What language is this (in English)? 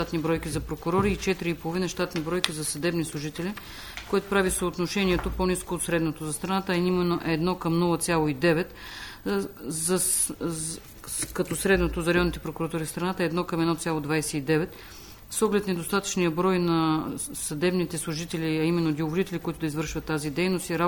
Bulgarian